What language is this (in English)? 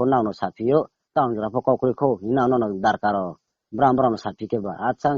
Riang (India)